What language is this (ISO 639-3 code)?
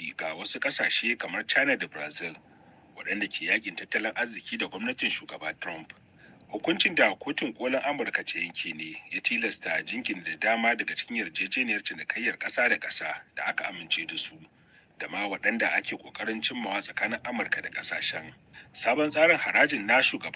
hau